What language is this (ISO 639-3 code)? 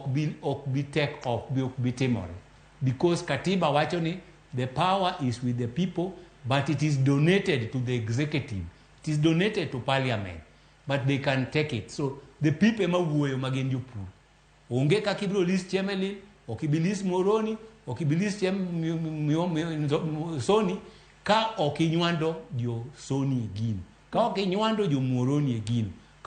luo